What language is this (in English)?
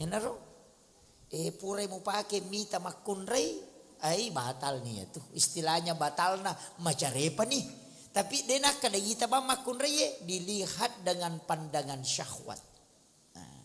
Buginese